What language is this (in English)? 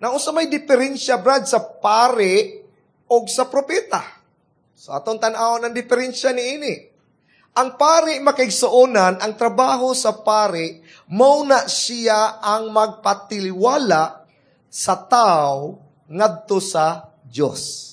Cebuano